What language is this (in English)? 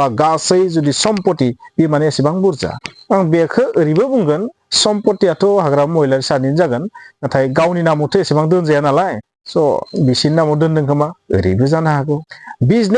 Bodo